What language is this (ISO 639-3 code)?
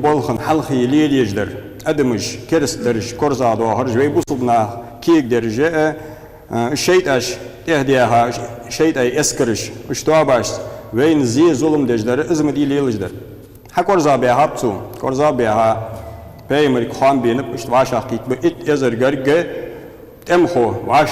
inh